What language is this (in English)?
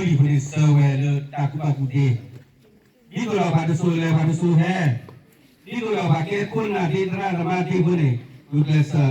S'gaw Karen